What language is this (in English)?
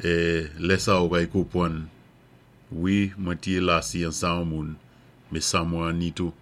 Saint Lucian Creole French